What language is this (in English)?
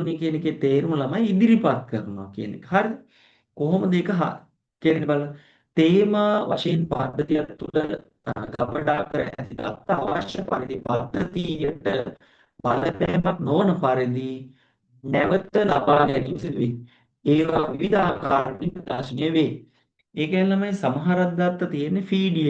Sinhala